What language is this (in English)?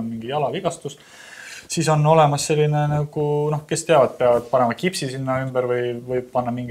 Estonian